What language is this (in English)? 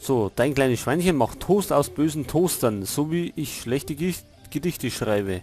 Bavarian